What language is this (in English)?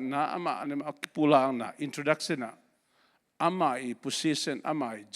Tedim Chin